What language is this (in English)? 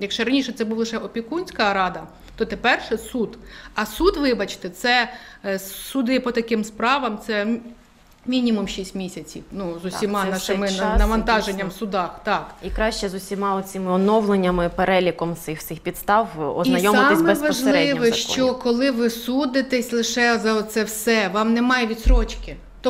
Ukrainian